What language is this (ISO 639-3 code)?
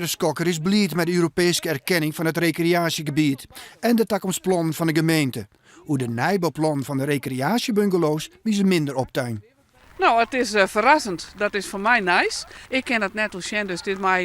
fry